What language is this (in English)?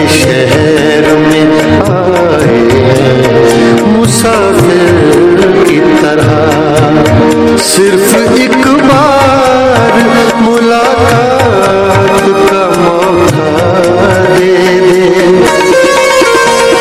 Hindi